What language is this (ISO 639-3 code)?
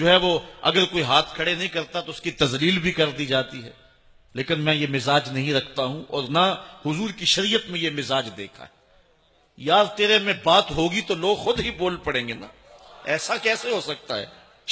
urd